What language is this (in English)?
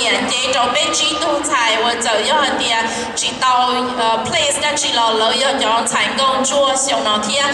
Hmong